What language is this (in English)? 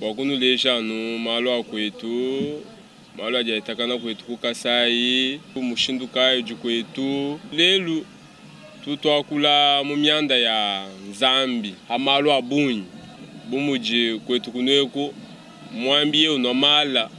Luba-Lulua